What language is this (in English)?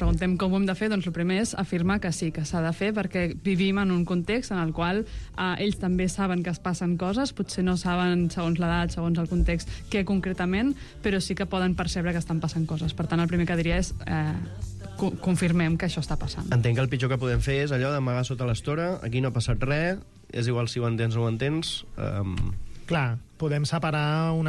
Catalan